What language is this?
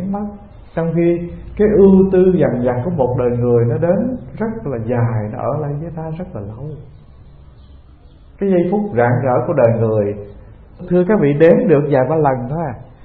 Vietnamese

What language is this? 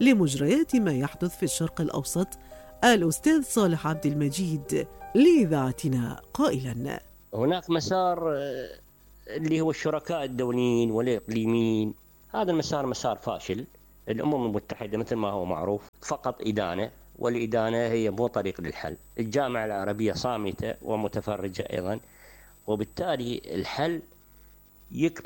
Mesopotamian Arabic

